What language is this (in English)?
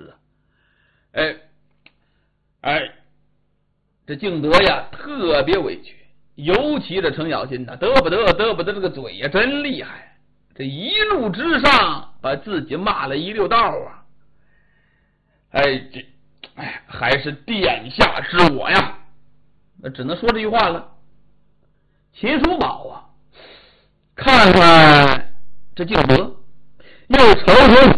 Chinese